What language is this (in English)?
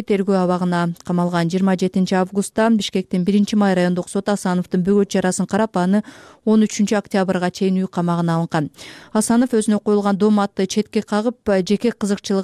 Kyrgyz